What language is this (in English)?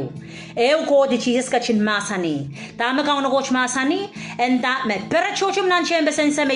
Pohnpeian